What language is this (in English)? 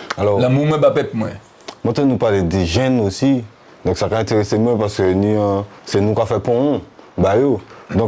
Guadeloupean Creole French